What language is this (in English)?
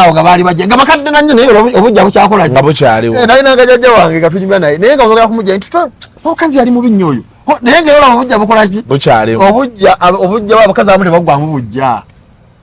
Ganda